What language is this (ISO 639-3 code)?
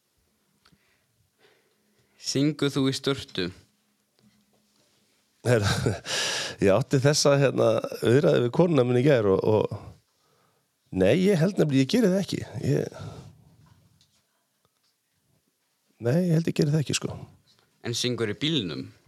isl